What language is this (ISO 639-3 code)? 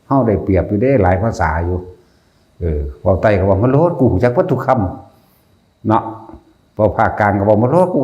tts